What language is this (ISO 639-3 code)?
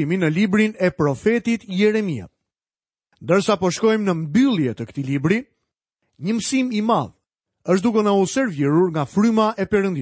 sqi